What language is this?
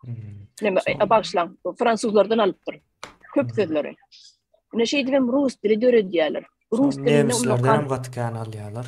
Turkmen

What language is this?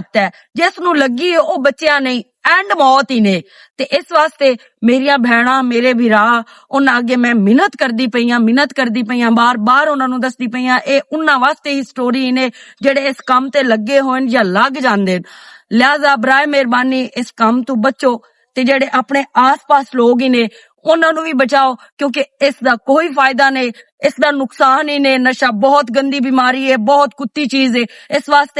Western Panjabi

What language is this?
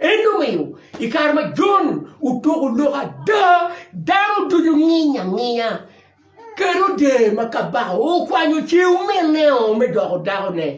Acoli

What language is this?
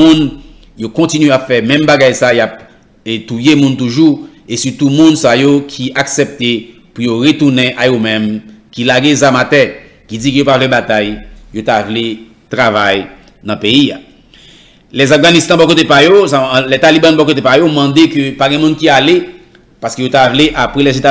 Haitian Creole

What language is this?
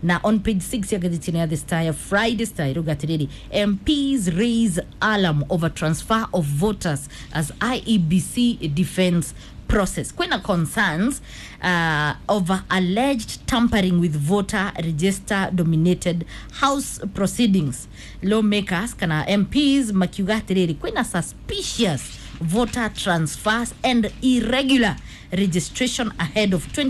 Kikuyu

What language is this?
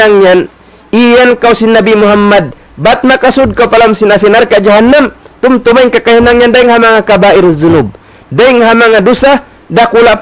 Tausug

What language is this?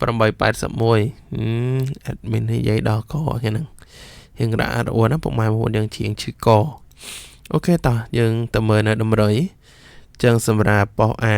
Khmer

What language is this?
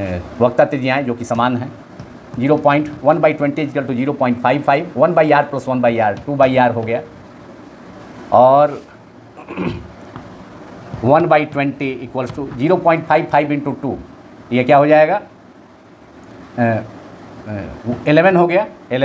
Hindi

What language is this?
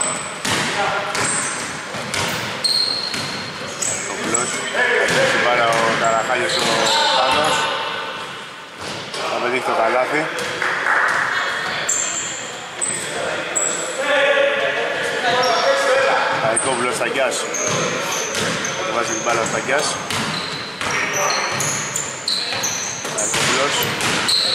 Greek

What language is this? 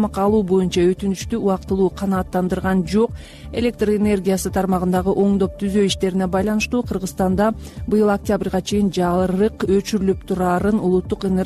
Kyrgyz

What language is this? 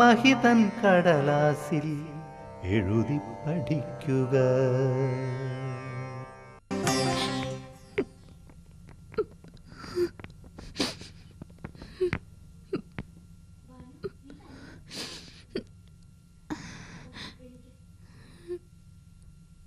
Malayalam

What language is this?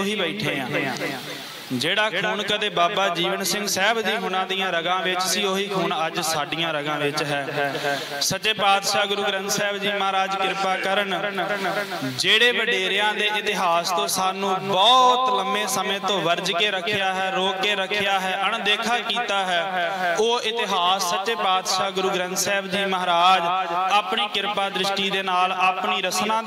Punjabi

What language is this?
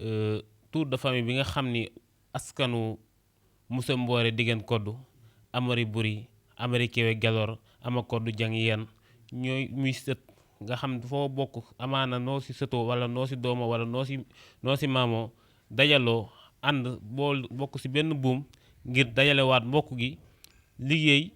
Wolof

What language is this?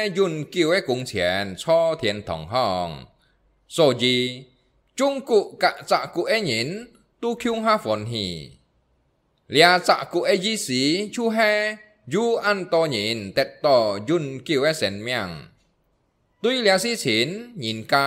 Hakka Chinese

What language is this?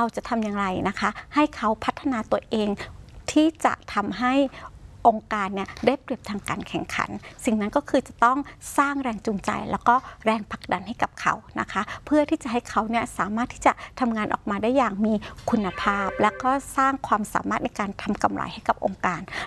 Thai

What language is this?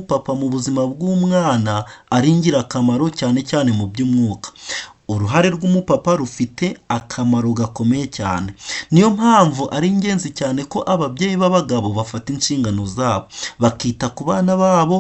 Kinyarwanda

